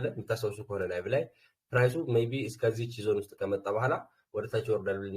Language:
Amharic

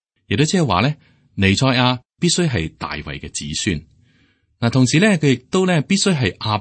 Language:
Cantonese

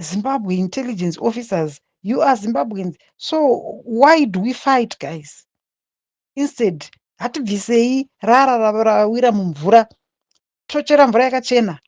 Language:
Shona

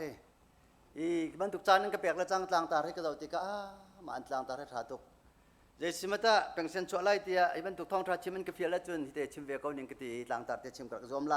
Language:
Hakha Chin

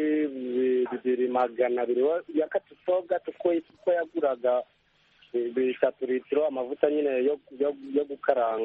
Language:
Kinyarwanda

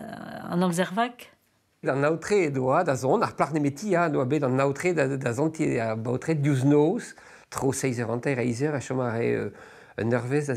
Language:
Breton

